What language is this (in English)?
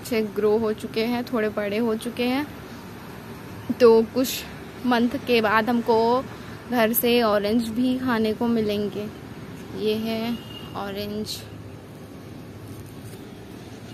Hindi